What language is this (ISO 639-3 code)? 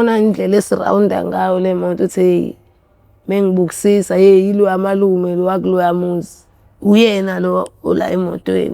zul